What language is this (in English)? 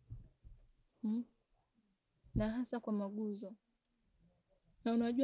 Swahili